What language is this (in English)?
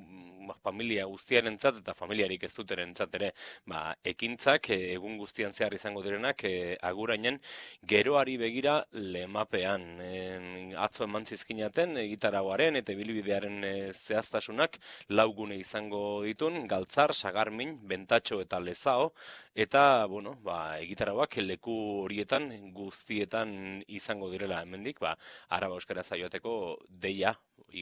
Basque